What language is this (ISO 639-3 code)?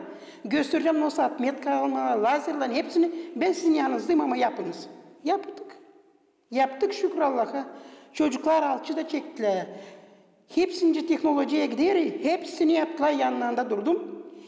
gag